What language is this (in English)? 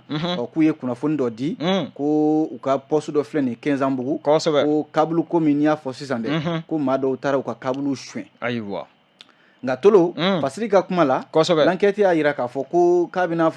Bambara